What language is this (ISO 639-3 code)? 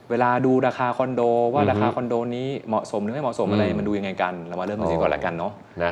tha